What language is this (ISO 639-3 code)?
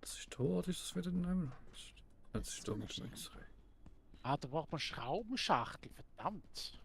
gsw